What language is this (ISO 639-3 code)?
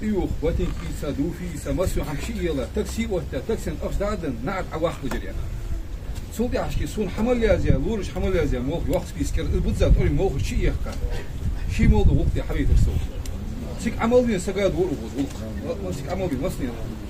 inh